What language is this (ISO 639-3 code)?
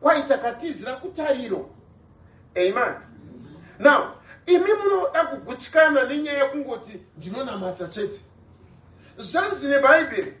sna